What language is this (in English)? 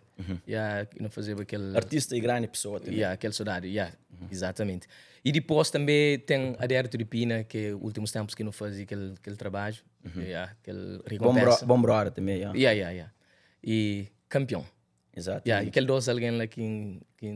Kabuverdianu